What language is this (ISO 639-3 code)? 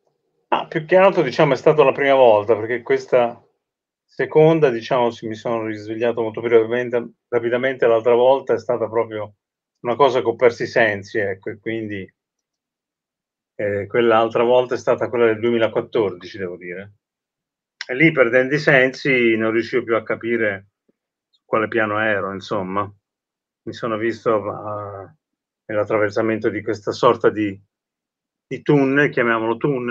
ita